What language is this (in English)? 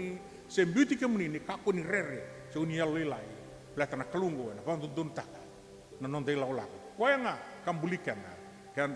Fijian